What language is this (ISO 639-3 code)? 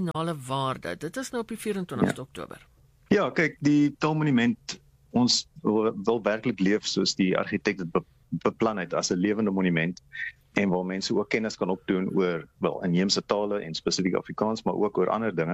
afr